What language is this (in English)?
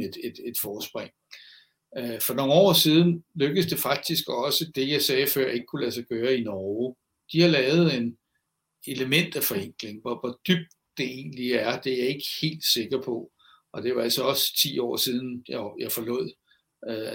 Danish